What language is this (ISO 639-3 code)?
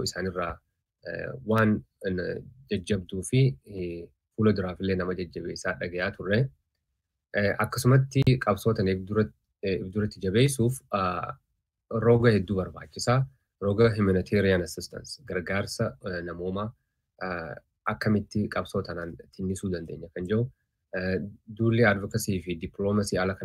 orm